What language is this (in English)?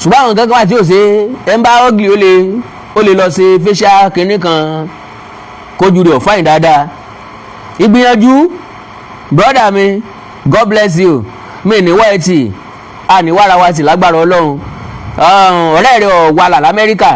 Yoruba